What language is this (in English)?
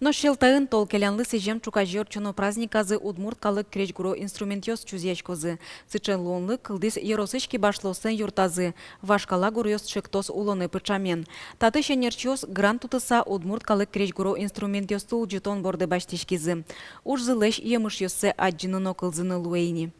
Udmurt